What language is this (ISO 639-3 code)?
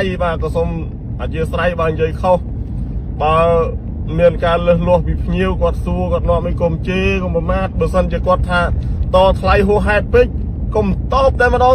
khm